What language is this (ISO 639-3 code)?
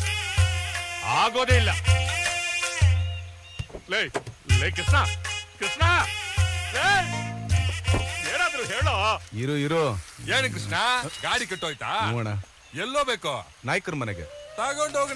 kan